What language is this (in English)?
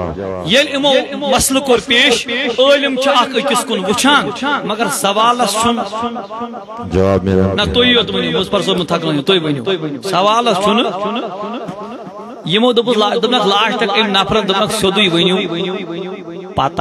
Kashmiri